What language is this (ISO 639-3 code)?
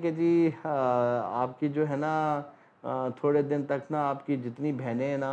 urd